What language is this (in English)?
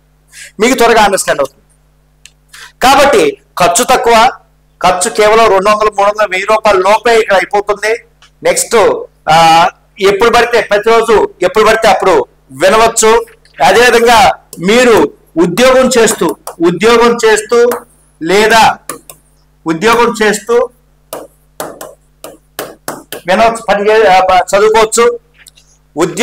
Telugu